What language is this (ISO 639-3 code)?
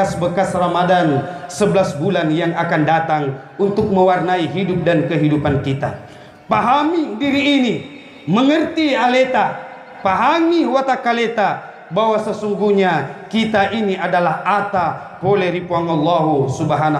bug